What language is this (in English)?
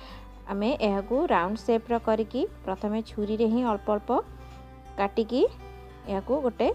Odia